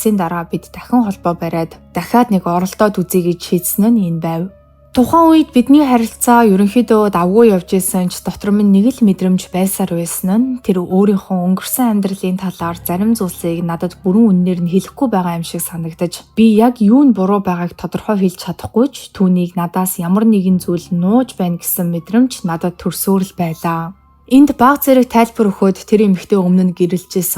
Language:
Mongolian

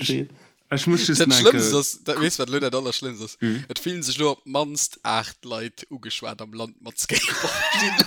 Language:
Luxembourgish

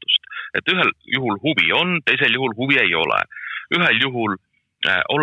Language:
Estonian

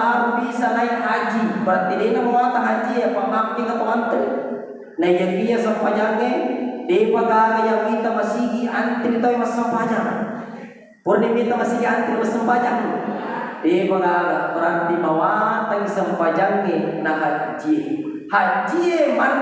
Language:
Buginese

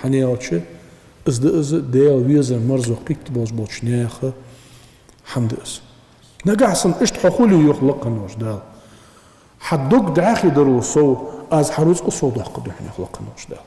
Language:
Ingush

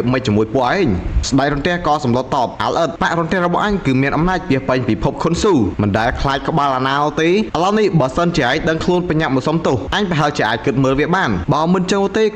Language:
Khmer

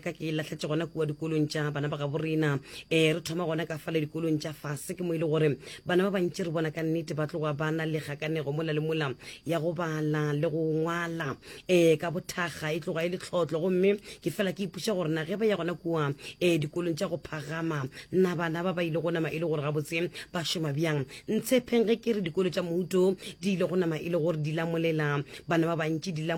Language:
Northern Sotho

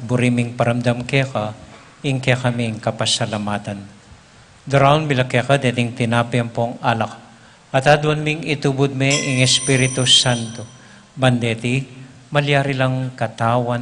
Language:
Pampanga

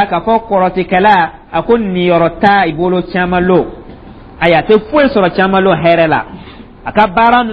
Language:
Dyula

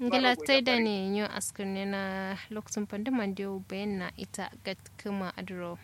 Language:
Kanuri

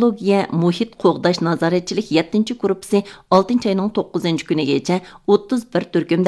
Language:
Uyghur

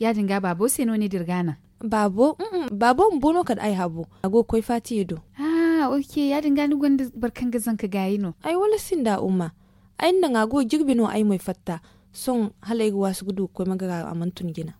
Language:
Zarma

